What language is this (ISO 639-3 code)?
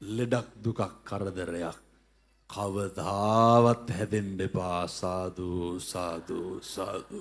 sin